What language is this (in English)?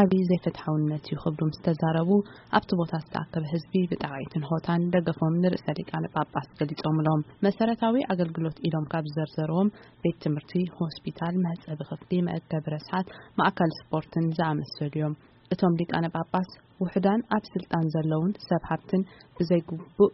Tigrinya